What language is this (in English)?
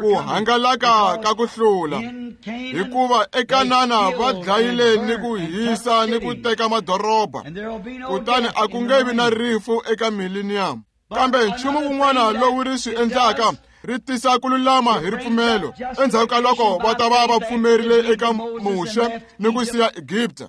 Tsonga